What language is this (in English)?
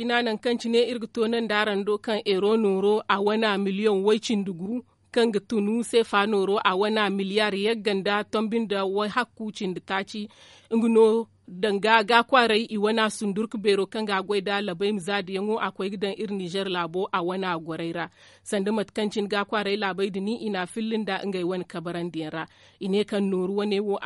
Zarma